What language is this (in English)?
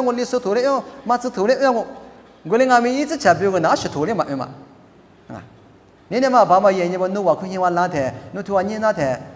Lisu